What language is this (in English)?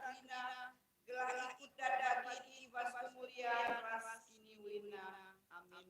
Batak Karo